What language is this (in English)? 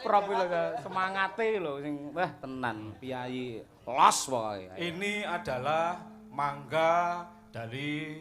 Javanese